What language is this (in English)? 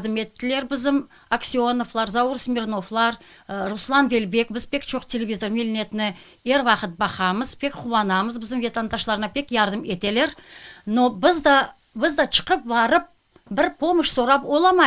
Crimean Tatar